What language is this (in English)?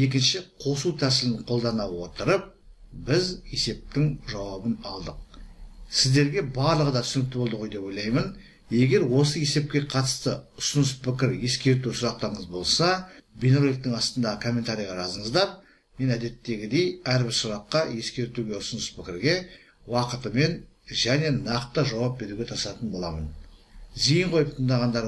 Kazakh